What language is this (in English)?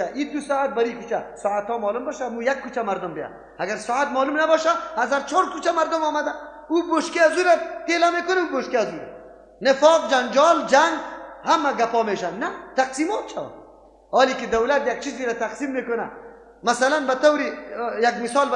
Persian